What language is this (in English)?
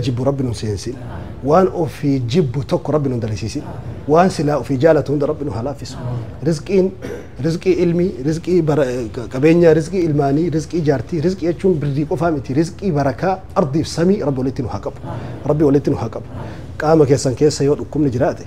Oromo